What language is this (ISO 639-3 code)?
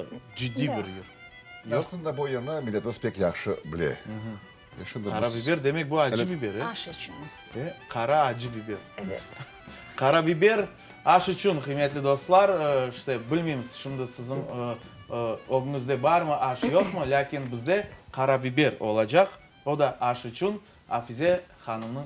crh